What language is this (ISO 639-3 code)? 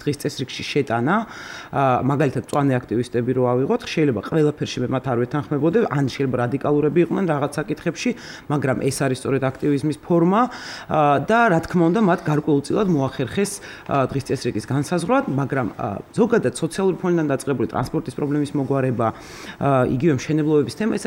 kat